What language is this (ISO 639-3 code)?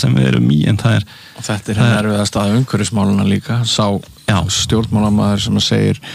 isl